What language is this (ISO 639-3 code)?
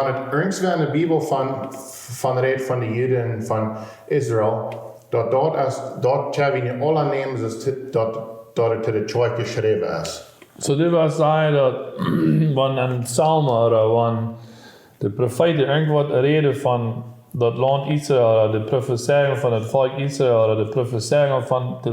pdt